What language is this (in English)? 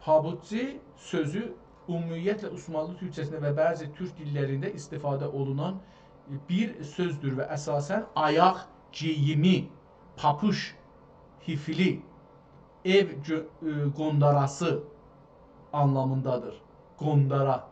South Azerbaijani